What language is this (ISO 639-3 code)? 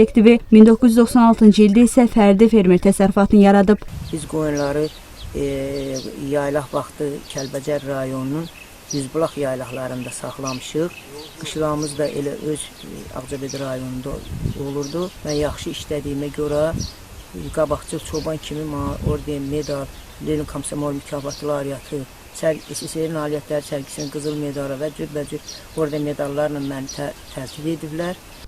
aze